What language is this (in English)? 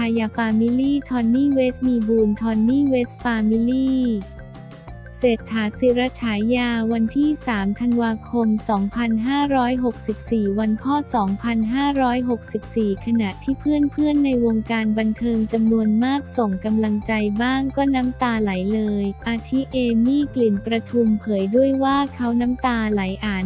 Thai